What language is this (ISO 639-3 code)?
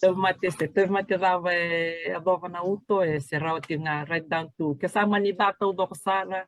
fij